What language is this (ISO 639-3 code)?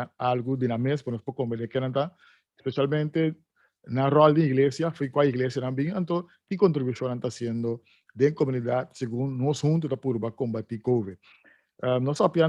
pap